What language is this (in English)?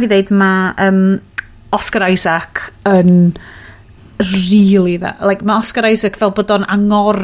Welsh